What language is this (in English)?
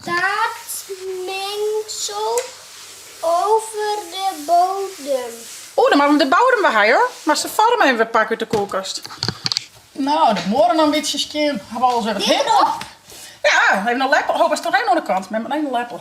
Western Frisian